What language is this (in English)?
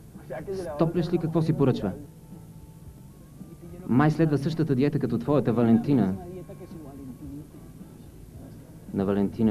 Bulgarian